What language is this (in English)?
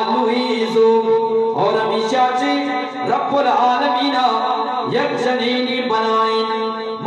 Eastern Balochi